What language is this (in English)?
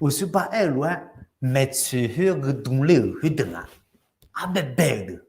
Akha